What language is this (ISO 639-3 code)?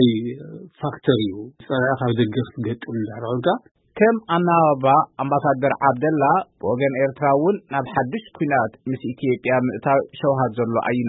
tir